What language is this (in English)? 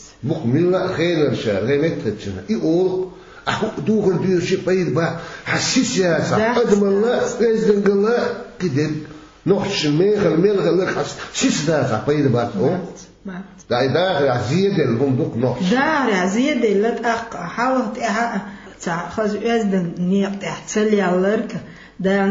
Chechen